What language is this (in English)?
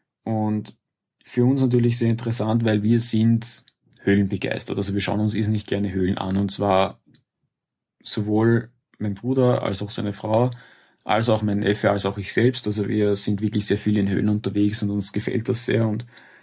German